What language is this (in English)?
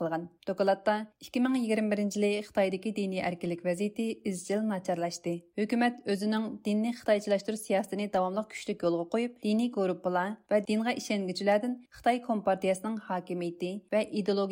Uyghur